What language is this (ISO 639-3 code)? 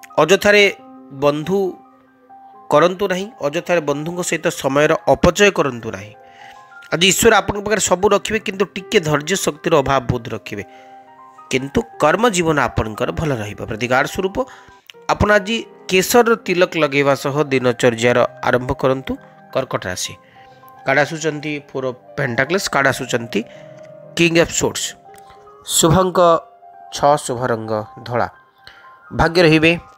ori